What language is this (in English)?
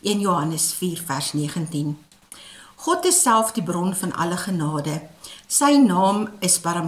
Afrikaans